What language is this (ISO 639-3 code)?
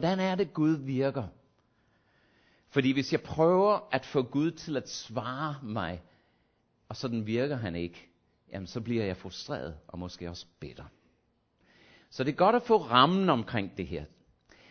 dan